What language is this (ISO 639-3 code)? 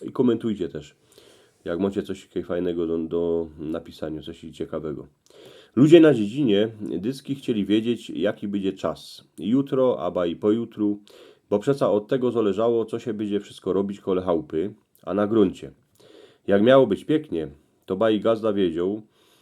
szl